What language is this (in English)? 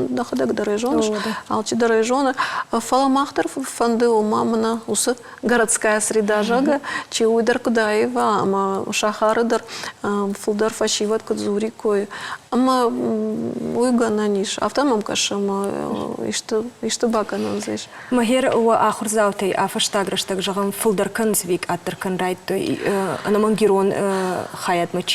Ossetic